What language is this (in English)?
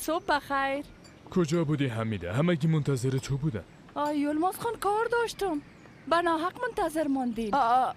Persian